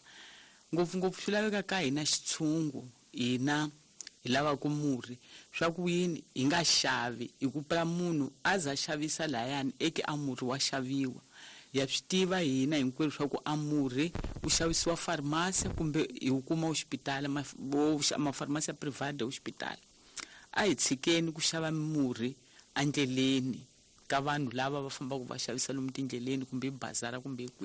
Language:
Tsonga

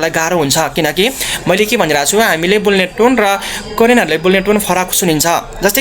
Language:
Nepali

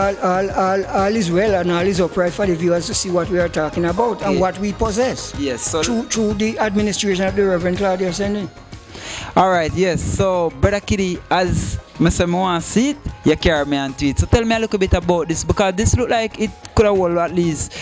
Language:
Jamaican Creole English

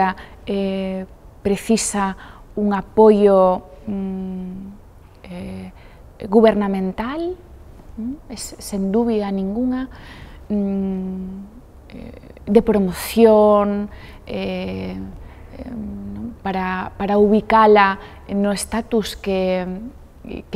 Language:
Galician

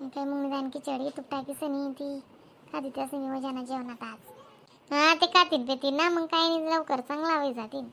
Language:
Khandesi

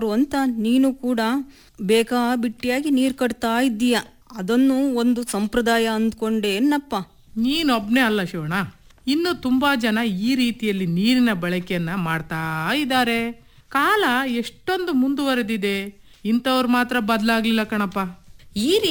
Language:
Kannada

